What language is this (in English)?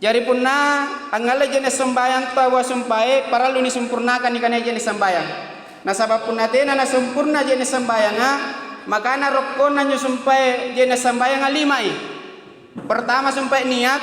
Makasar